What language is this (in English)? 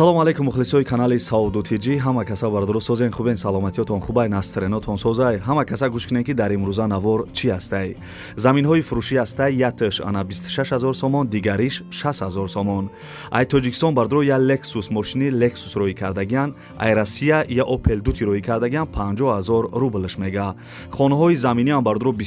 Tajik